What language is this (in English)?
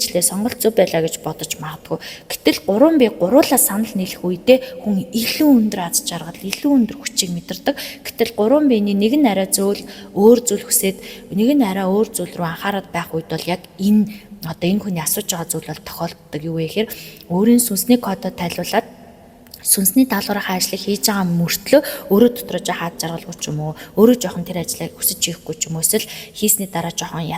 Mongolian